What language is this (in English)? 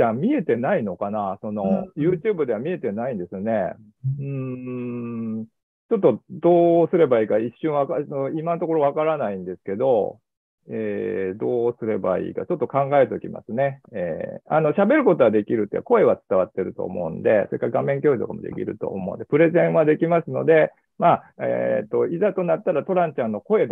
Japanese